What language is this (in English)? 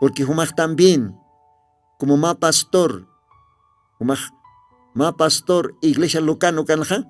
Aymara